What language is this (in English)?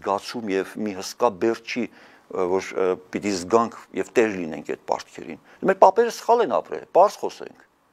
Armenian